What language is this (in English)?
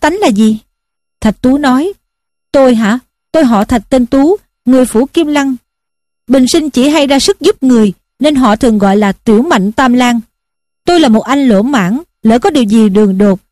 Vietnamese